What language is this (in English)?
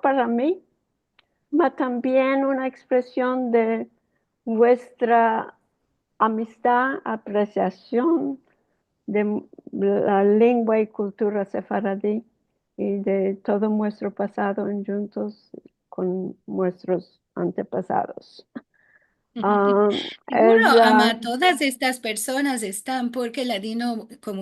Ladino